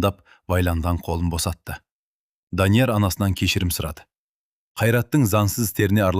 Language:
Kazakh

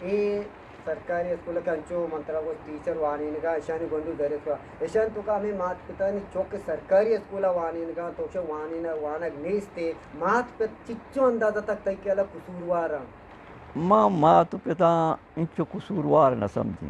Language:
Eastern Balochi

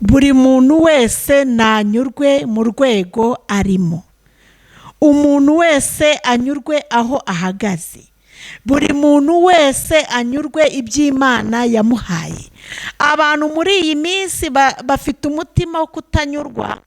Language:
Kinyarwanda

